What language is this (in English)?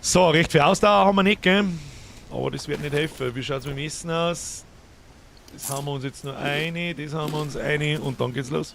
Bavarian